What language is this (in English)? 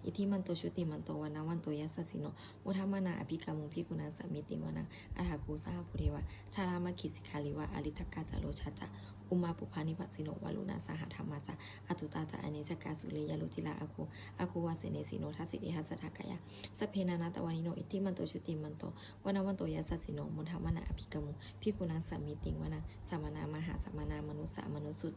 Pali